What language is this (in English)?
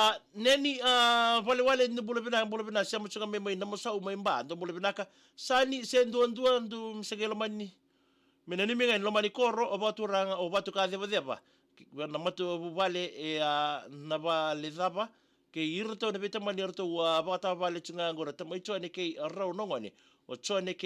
Fijian